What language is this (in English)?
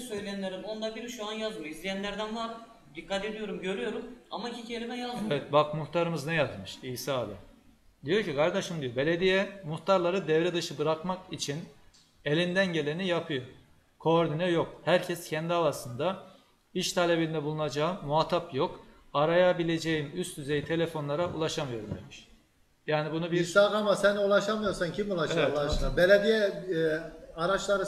Turkish